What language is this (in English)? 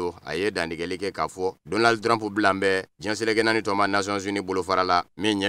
Bambara